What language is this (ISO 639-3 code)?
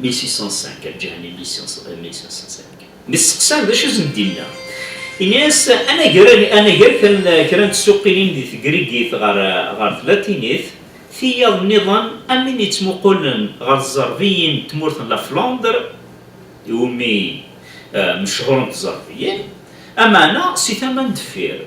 kab